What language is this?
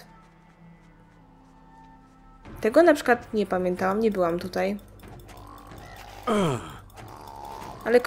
Polish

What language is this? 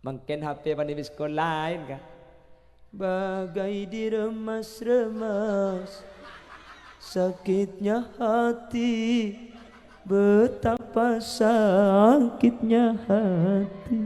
Madurese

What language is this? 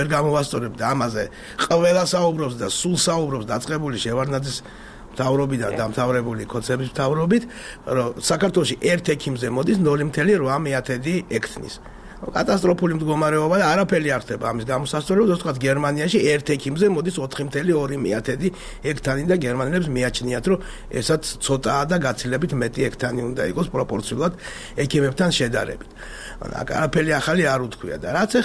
Georgian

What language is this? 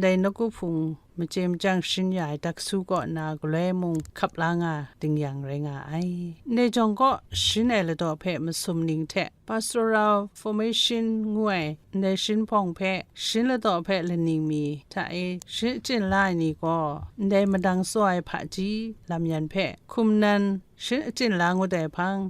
Kachin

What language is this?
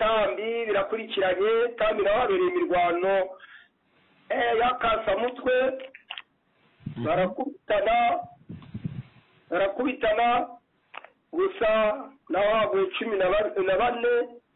Kinyarwanda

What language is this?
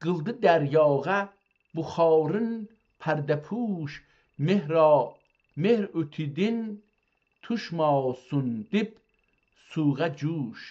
South Azerbaijani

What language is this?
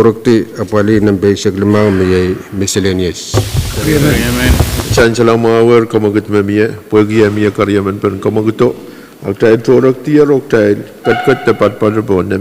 Pohnpeian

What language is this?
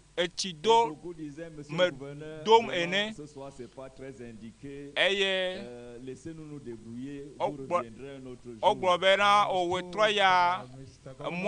Ewe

